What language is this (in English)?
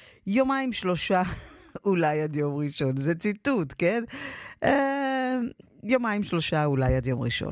Hebrew